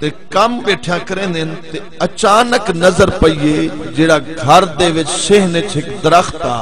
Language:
Saraiki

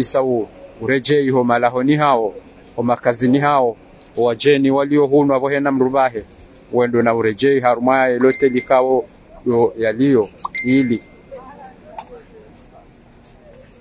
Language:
Swahili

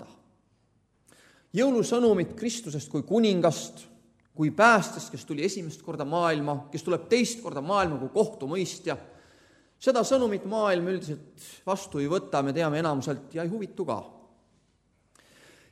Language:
Estonian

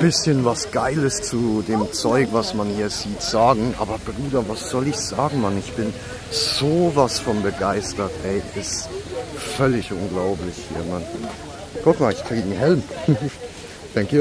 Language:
Swiss German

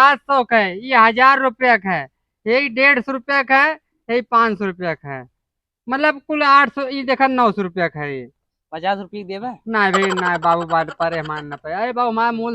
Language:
Awadhi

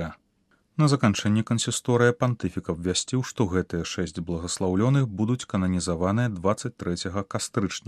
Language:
Belarusian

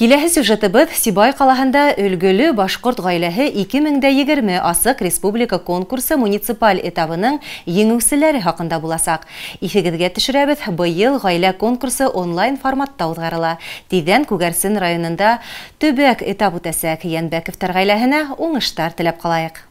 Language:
Bashkir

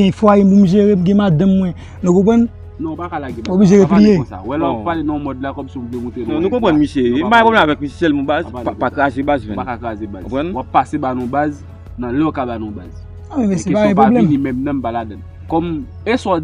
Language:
Haitian Creole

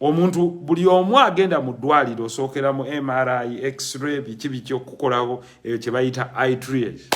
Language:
Ganda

